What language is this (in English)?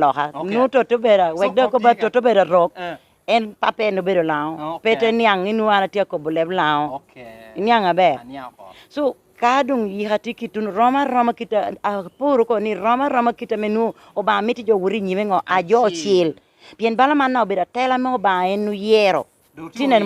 Lango (Uganda)